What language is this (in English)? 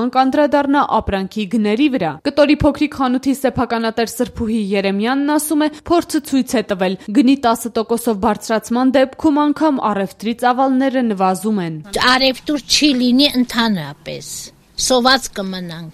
Armenian